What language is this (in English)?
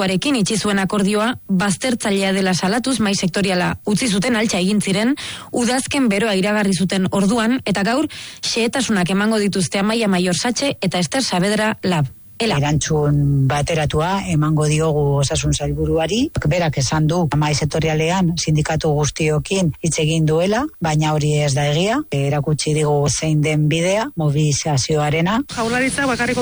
Basque